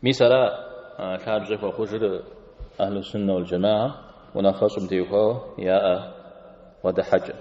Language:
Kabardian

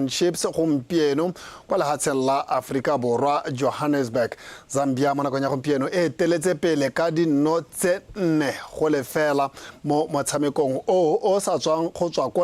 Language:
Tswana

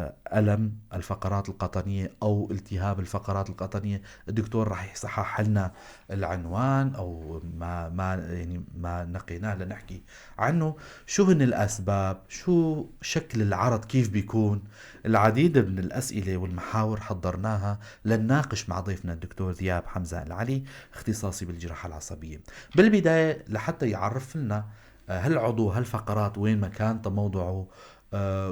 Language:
North Levantine Arabic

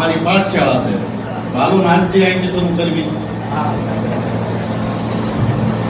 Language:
Gujarati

